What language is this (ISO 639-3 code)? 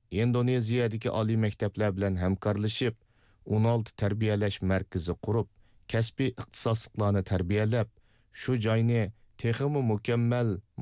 uig